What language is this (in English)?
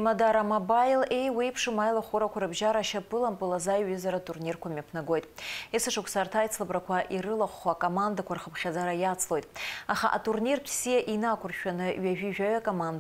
Abkhazian